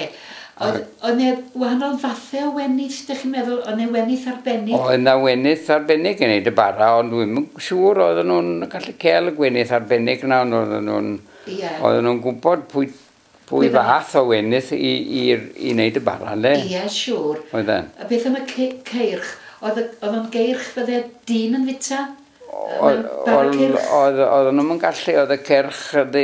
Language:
Welsh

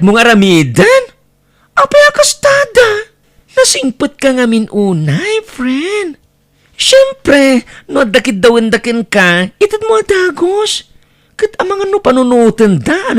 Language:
Iloko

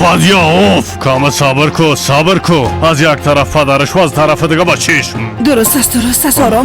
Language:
Persian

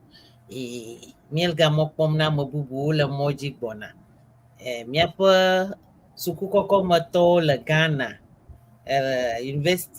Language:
Ewe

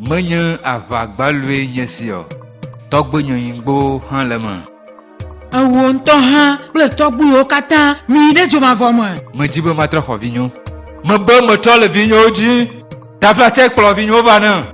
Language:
Ewe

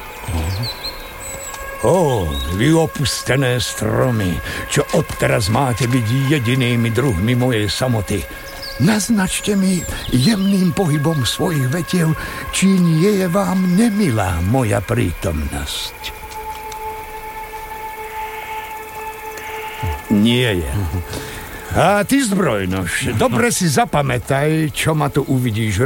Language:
Slovak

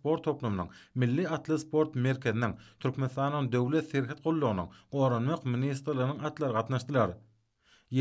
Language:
Turkmen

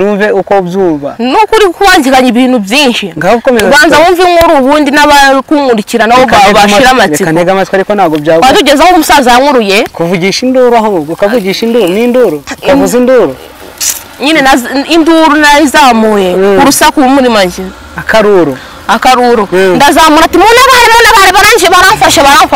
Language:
Kinyarwanda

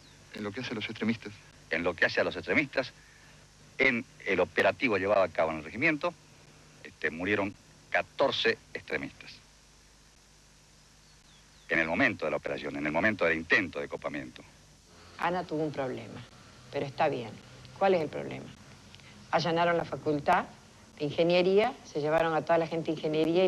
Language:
Spanish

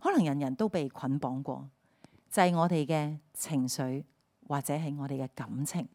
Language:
Cantonese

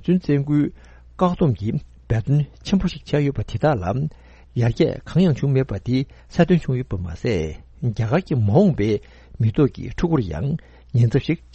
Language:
Tibetan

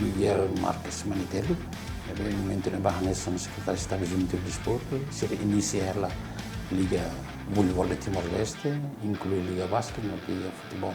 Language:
Tetum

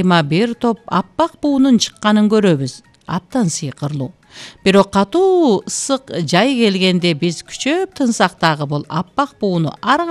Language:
Kyrgyz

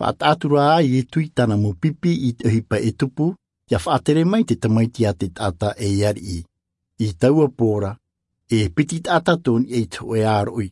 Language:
Tahitian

